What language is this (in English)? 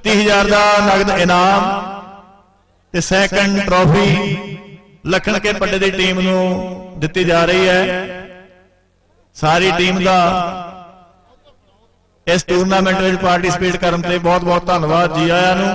Punjabi